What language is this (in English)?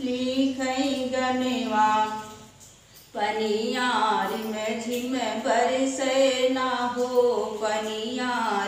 Bhojpuri